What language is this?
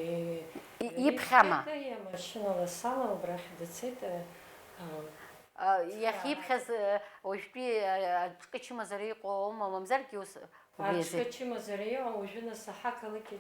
Abkhazian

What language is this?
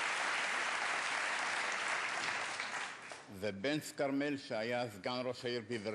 Hebrew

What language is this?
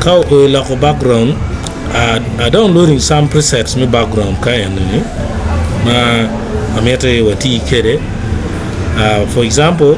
Acoli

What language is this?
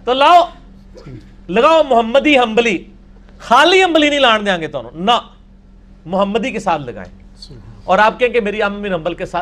Urdu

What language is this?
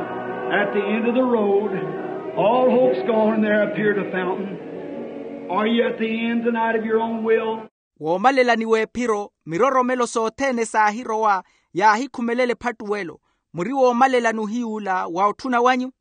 Makhuwa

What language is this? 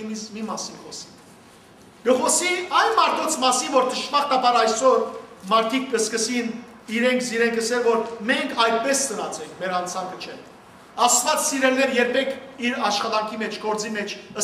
Western Armenian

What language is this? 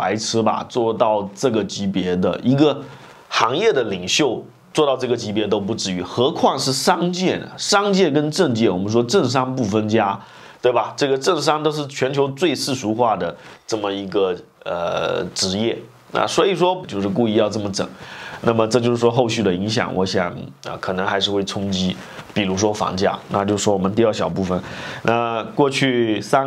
Chinese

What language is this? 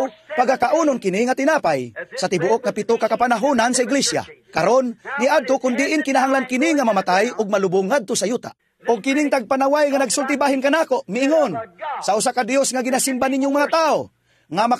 Cebuano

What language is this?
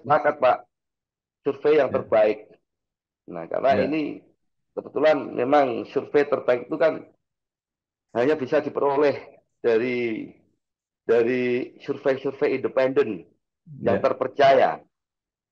Indonesian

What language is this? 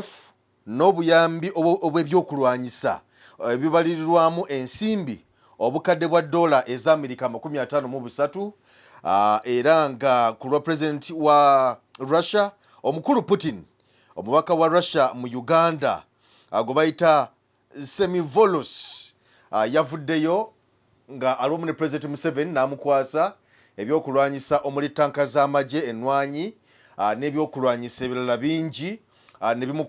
Ganda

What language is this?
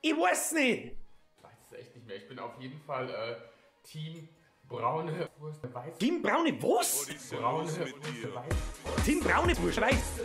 Bavarian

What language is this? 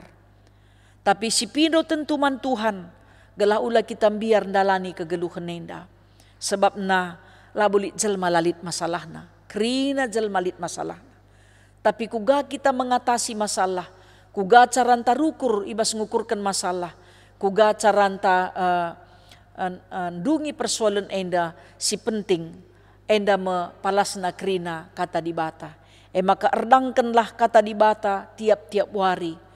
Batak Karo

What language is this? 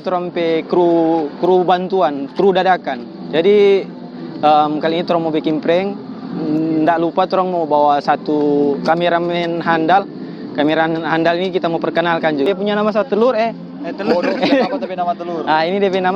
Manado Malay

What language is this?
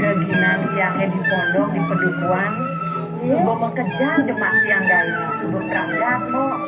Balinese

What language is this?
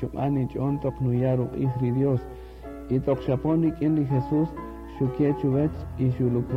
Kaqchikel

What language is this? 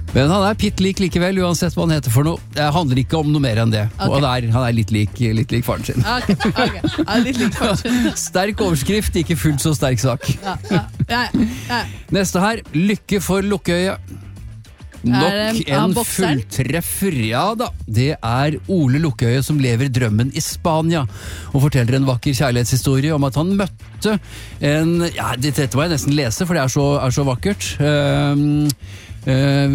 Norwegian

